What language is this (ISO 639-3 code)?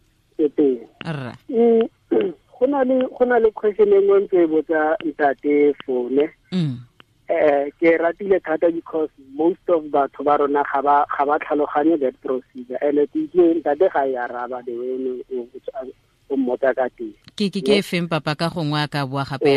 tsn